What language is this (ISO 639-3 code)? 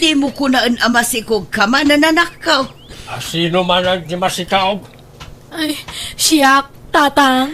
ilo